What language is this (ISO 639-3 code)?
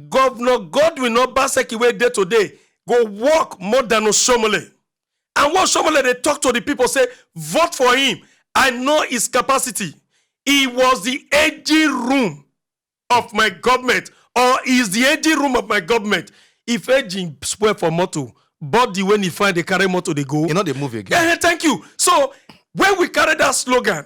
pcm